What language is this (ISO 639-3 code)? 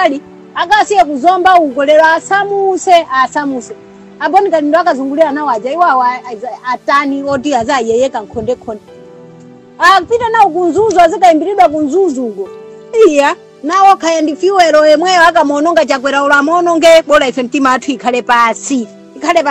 nya